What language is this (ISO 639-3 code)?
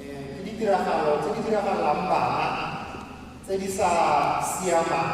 tsn